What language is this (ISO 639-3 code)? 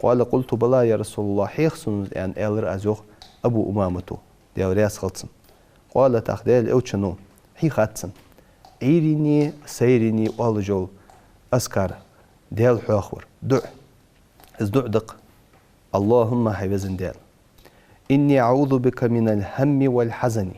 inh